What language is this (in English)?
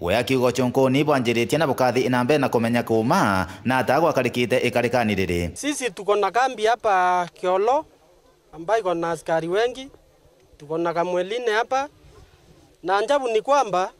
Meru